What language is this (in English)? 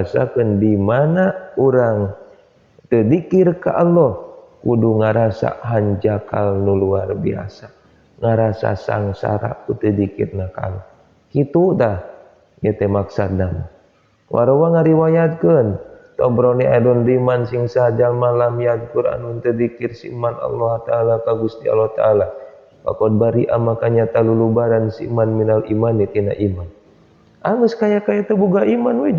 Sundanese